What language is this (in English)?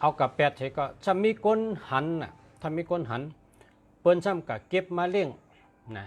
Shan